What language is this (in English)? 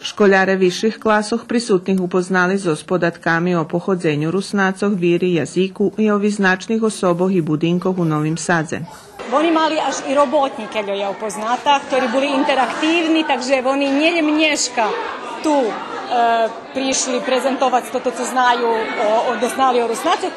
Rusyn